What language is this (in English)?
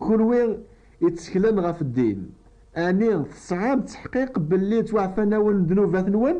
Kabyle